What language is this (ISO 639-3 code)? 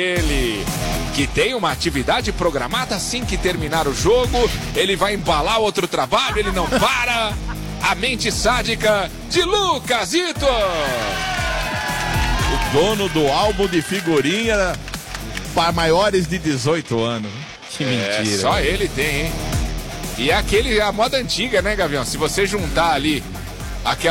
por